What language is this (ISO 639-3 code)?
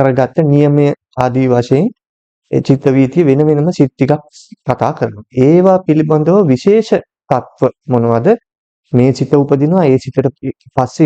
sin